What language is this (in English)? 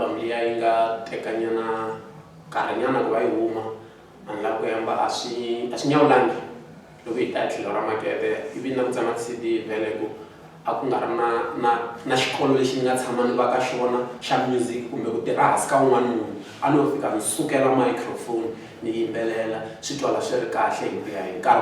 Tsonga